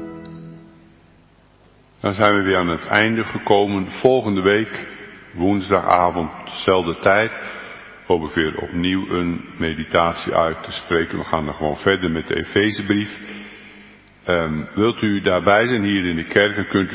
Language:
Dutch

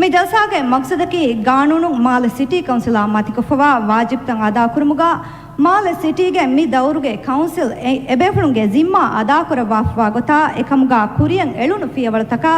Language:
Divehi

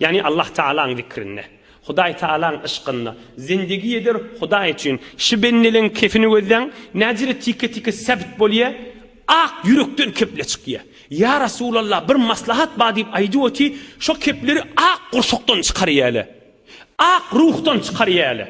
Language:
Turkmen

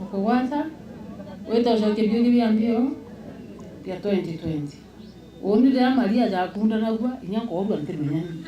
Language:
Meru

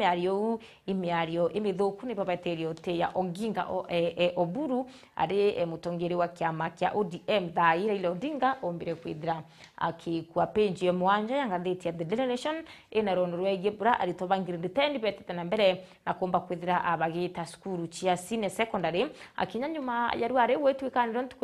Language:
Meru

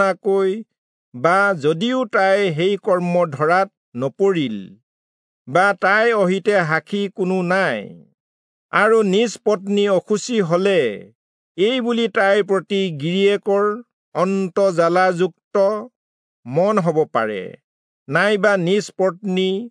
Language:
Assamese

